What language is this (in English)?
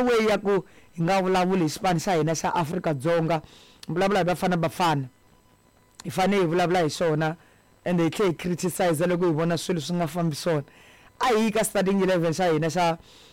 Tsonga